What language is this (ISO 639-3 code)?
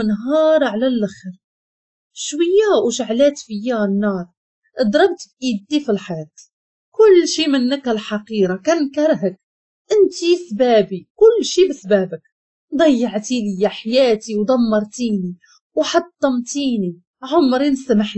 ary